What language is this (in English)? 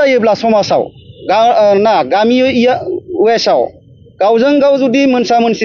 Bodo